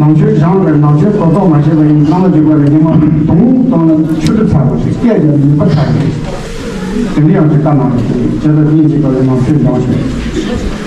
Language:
Tibetan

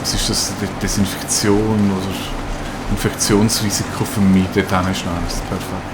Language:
Swiss German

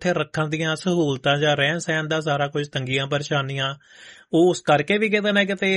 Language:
Punjabi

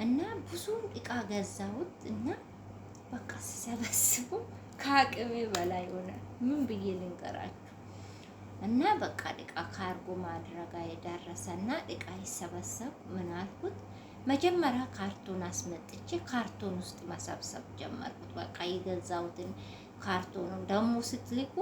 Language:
Amharic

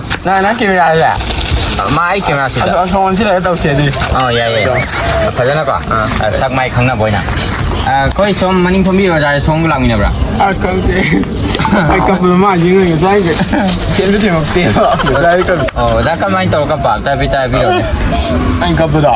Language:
Manipuri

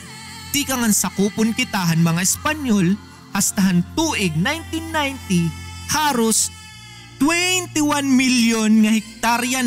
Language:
Waray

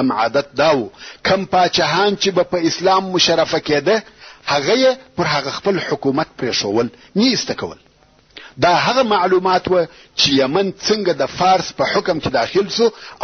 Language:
Pashto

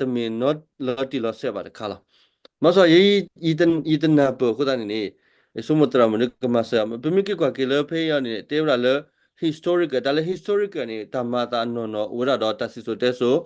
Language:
S'gaw Karen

